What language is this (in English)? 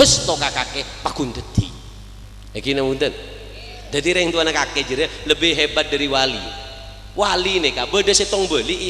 Madurese